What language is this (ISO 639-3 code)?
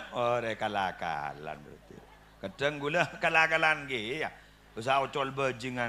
mad